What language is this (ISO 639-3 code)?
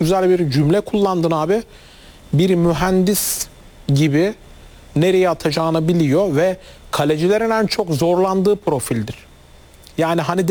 tur